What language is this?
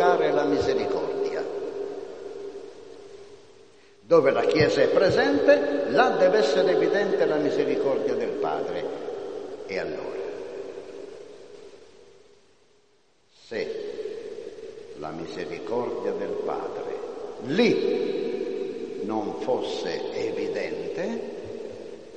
Italian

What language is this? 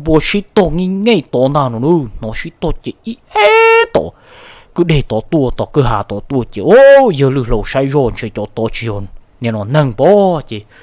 Hmong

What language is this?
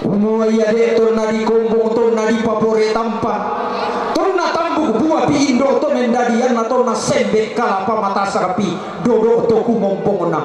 Toraja-Sa'dan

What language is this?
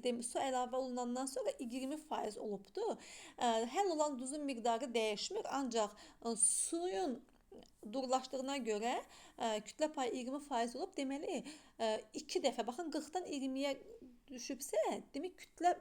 Azerbaijani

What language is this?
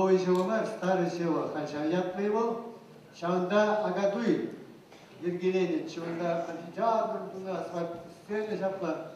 Chuvash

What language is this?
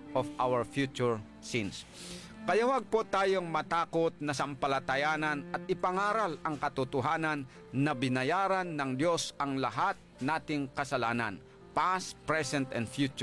Filipino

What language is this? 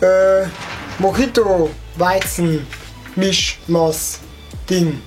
Bavarian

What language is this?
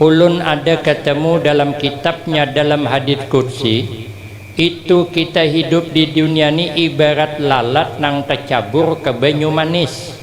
Banjar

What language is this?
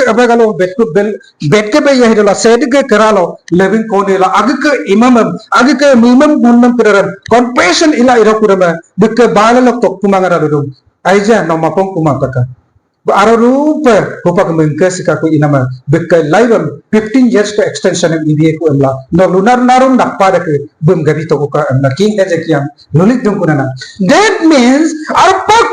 Adi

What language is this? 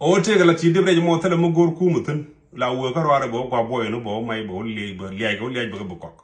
Nuer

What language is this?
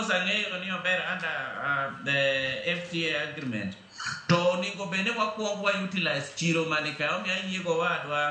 Luo (Kenya and Tanzania)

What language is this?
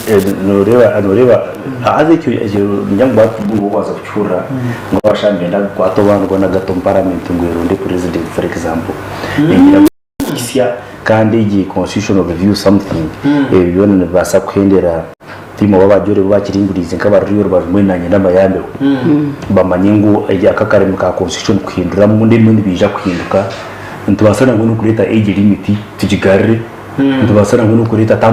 Nyankole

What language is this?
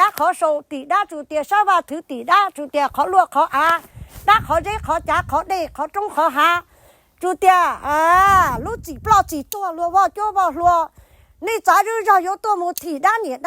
Hmong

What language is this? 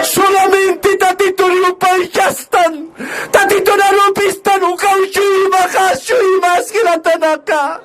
Aymara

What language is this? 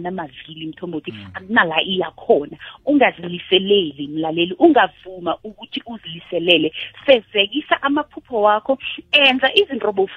South Ndebele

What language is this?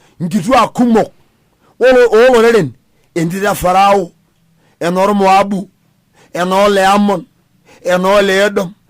Masai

